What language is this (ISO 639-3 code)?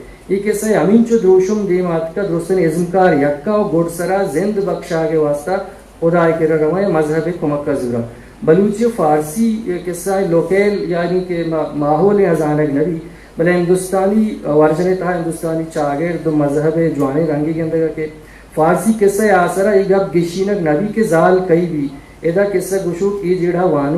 bgp